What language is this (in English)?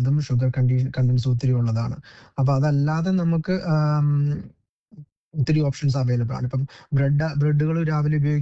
Malayalam